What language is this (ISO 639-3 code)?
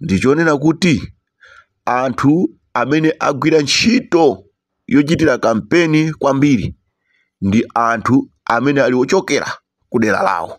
nya